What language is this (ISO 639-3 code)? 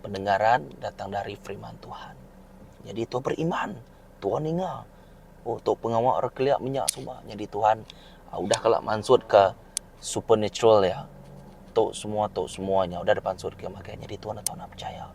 iba